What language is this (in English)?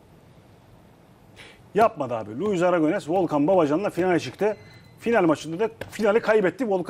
Turkish